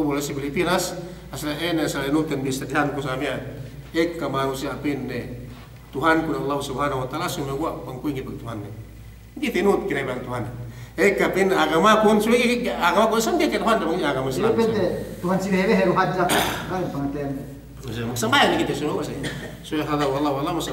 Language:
Yakan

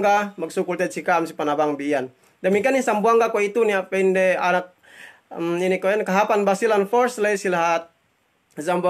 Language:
Yakan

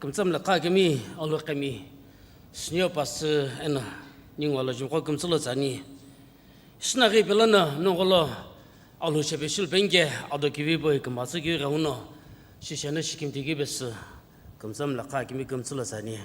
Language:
Sumi Naga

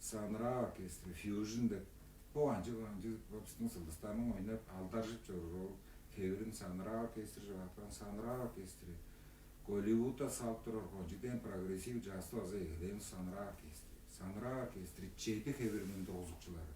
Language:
Tuvinian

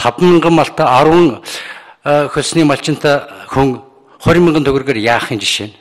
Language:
Mongolian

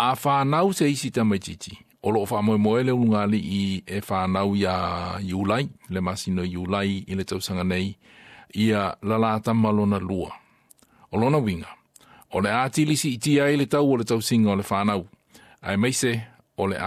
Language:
Samoan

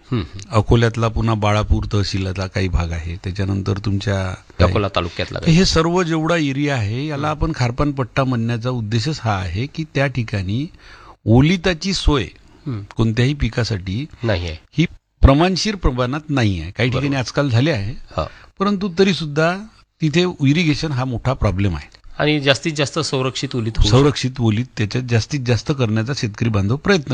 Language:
Marathi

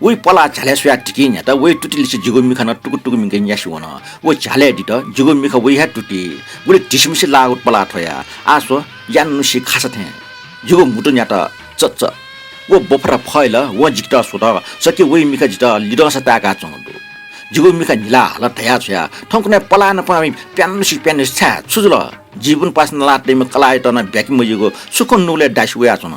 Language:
Newari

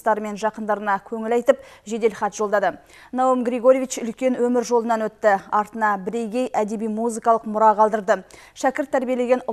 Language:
Kazakh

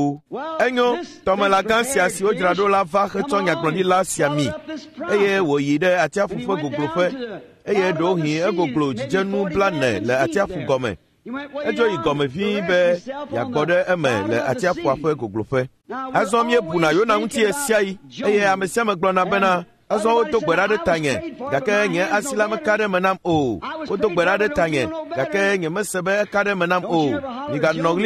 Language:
Ewe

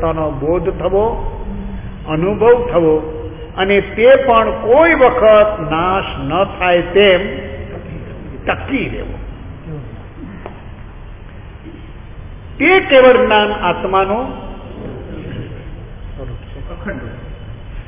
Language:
Gujarati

